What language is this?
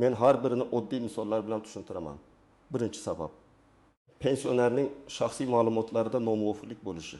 Uzbek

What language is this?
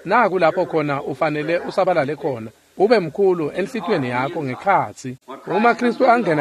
Swati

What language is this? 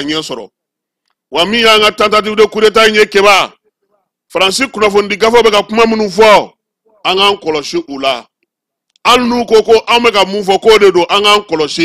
Bambara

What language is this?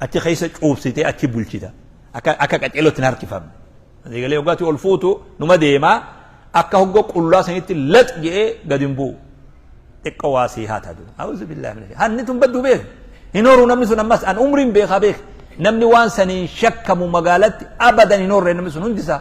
Oromo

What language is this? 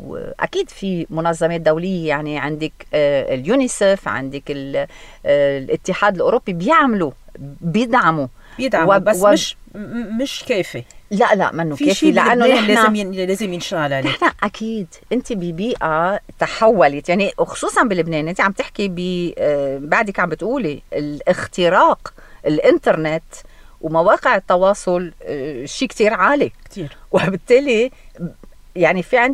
North Levantine Arabic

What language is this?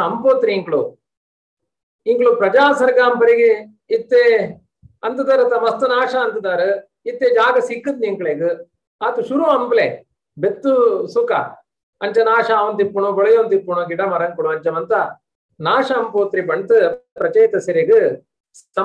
Tulu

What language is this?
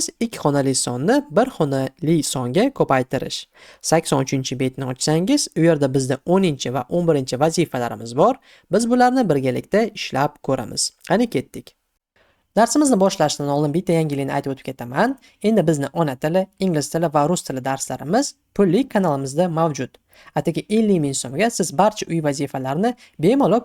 Uzbek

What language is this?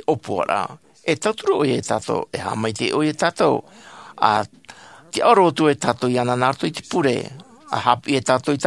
Tahitian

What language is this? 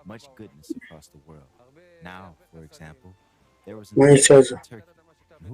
Nyanja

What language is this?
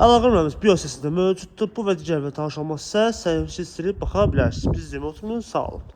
Azerbaijani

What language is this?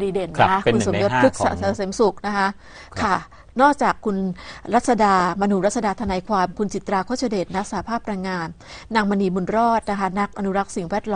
Thai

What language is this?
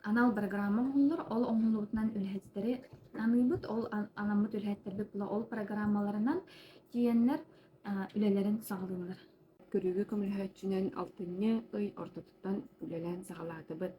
Yakut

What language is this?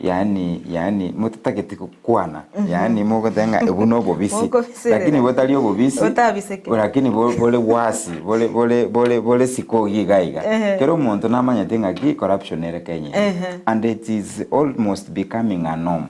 Gusii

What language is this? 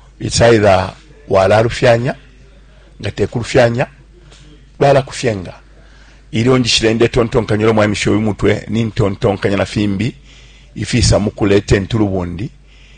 Bemba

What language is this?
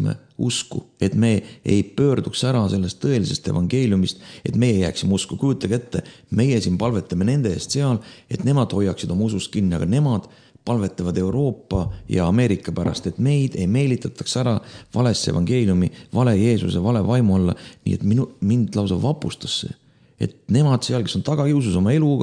Estonian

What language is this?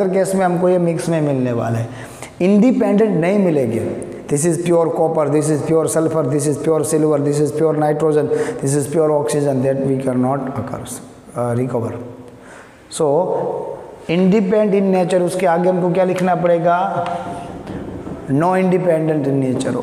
Hindi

